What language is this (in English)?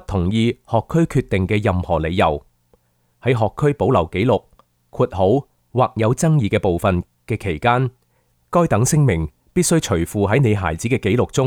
Cantonese